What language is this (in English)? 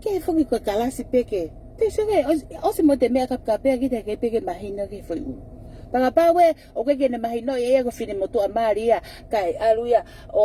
Tongan